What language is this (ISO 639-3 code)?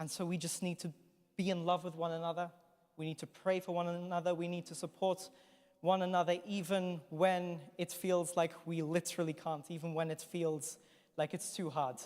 eng